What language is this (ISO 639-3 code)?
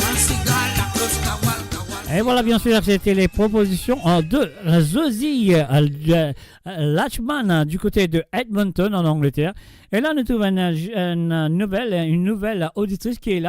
mfe